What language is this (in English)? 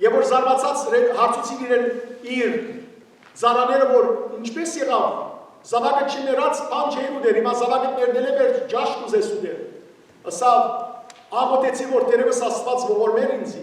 Western Armenian